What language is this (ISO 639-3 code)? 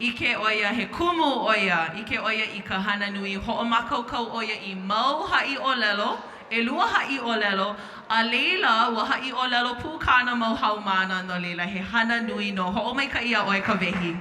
haw